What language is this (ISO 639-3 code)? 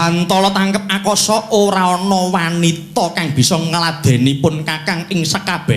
jav